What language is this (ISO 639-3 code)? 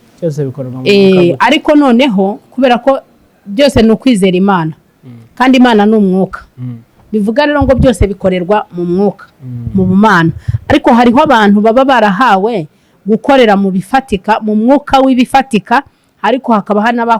kin